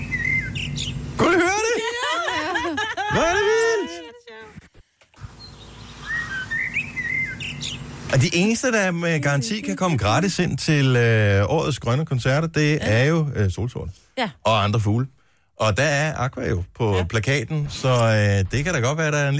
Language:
Danish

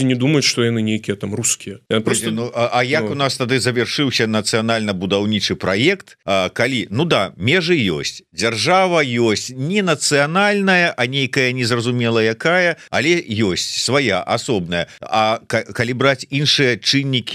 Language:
Belarusian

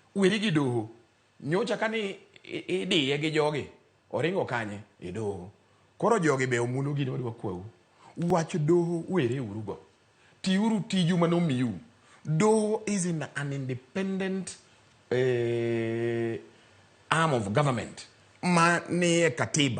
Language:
Luo (Kenya and Tanzania)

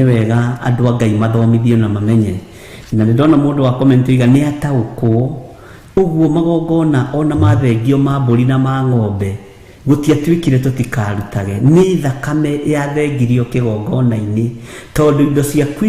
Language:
Kikuyu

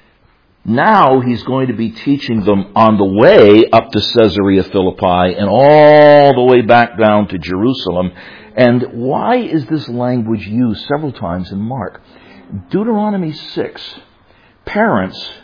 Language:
English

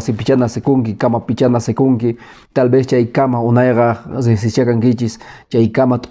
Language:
Quechua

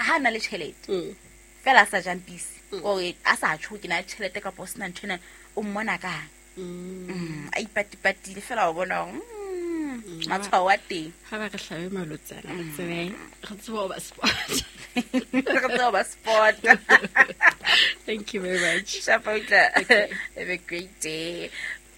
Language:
Southern Sotho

